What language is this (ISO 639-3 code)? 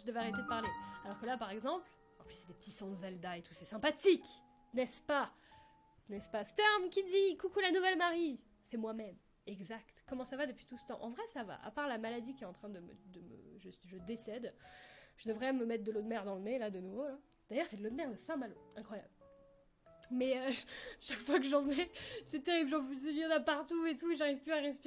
fra